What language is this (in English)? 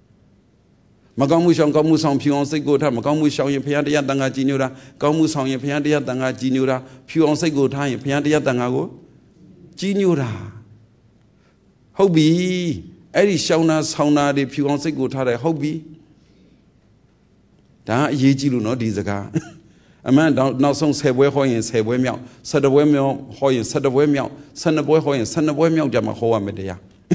Burmese